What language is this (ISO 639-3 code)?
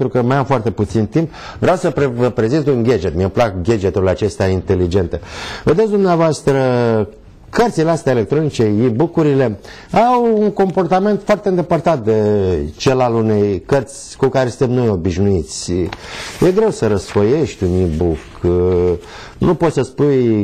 ron